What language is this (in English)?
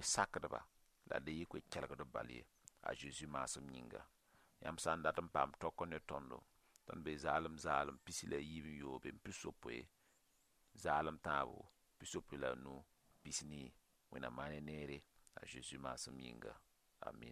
Mossi